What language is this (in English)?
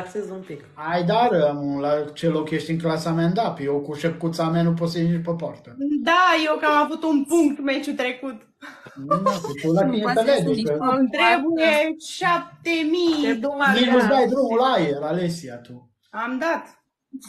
Romanian